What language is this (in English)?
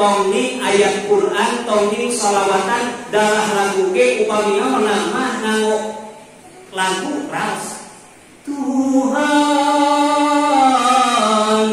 Sundanese